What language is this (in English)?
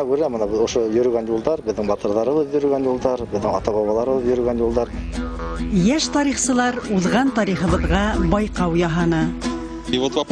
Bashkir